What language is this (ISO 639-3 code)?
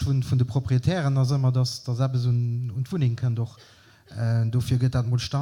ltz